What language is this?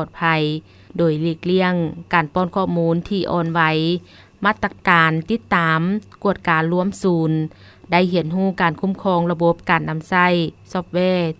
Lao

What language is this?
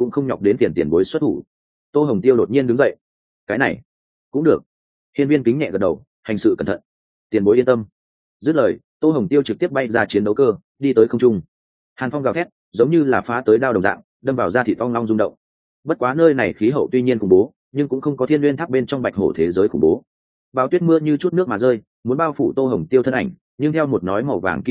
Vietnamese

